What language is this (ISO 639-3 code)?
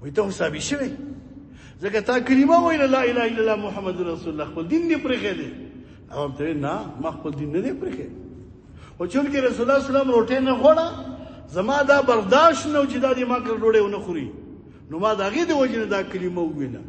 pus